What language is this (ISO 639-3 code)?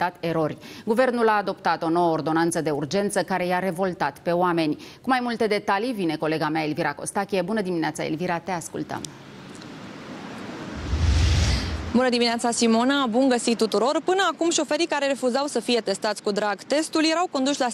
ron